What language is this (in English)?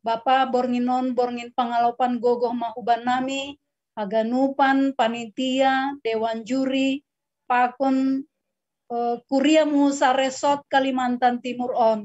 Batak Simalungun